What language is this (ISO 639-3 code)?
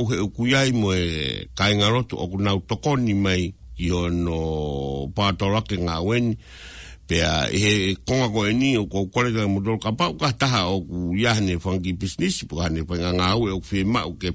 ton